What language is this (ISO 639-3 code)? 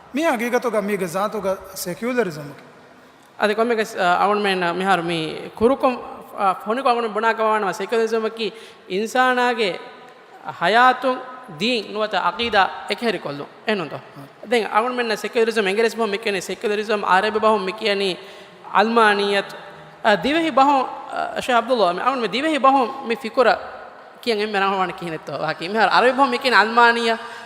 div